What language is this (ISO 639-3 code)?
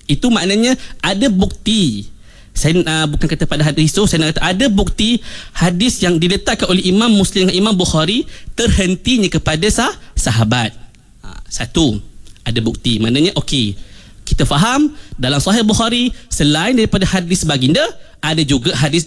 msa